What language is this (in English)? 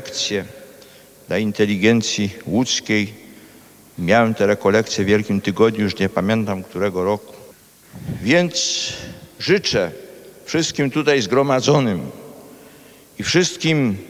Polish